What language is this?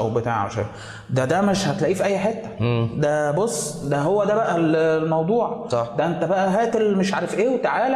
Egyptian Arabic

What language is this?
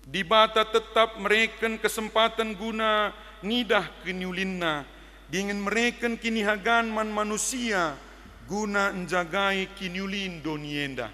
Batak Karo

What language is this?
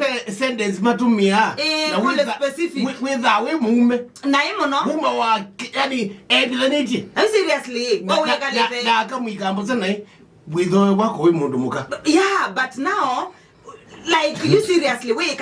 Kamba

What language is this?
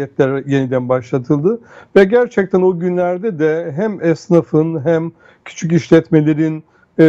Turkish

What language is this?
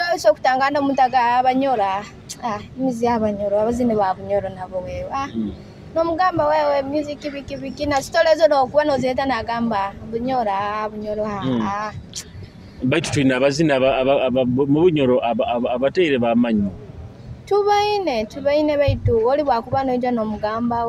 Nyoro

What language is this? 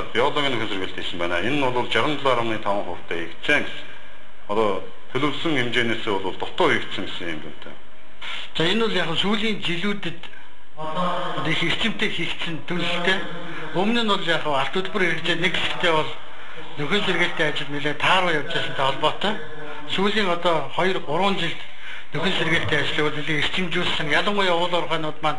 Mongolian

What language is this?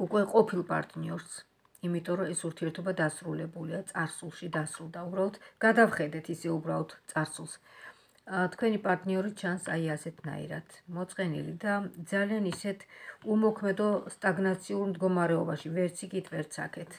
Georgian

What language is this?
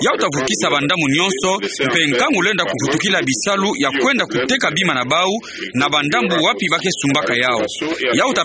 Kituba (Democratic Republic of Congo)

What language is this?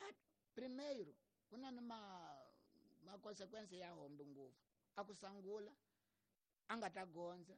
Tsonga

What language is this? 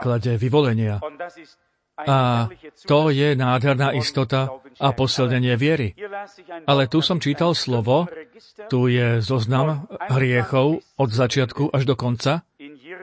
Slovak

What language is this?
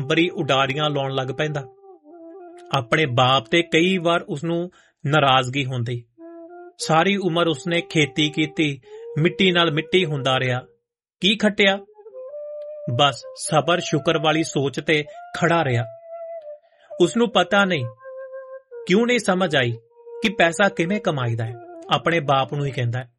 Punjabi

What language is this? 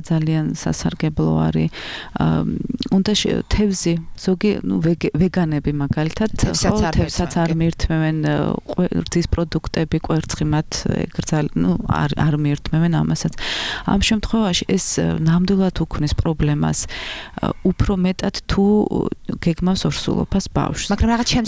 Georgian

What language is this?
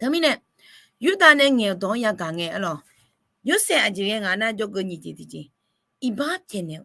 Akha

